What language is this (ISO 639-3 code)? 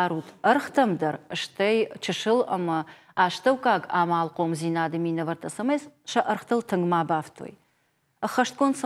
oss